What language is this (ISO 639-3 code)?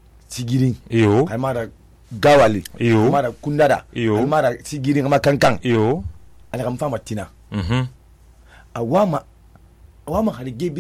sus